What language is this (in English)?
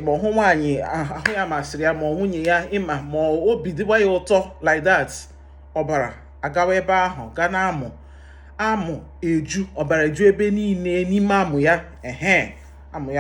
Igbo